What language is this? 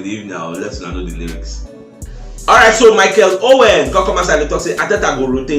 Nigerian Pidgin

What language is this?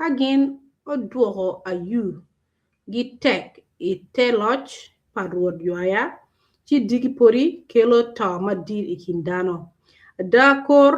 Acoli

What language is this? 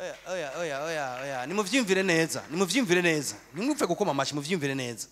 Rundi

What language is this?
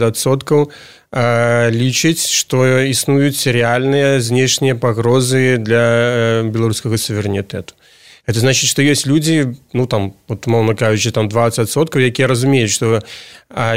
Belarusian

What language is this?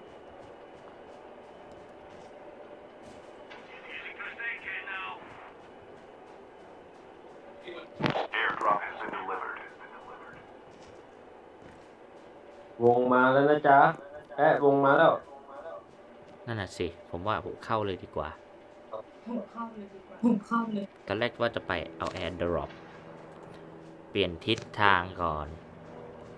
Thai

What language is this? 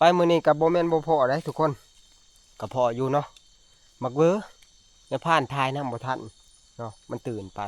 Northeastern Thai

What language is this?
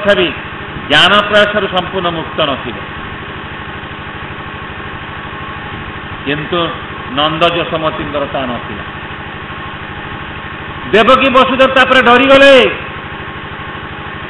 Odia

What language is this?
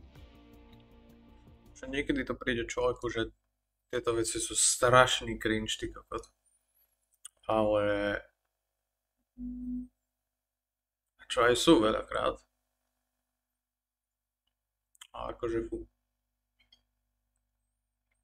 Slovak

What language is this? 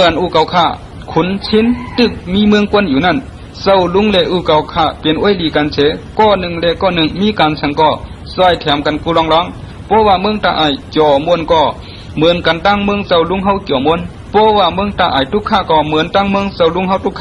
Shan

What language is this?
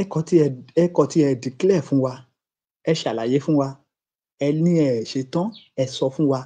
Yoruba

